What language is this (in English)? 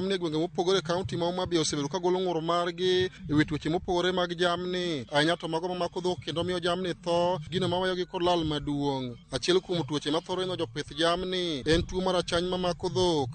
Luo (Kenya and Tanzania)